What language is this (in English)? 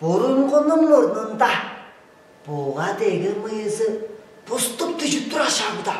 Tuvinian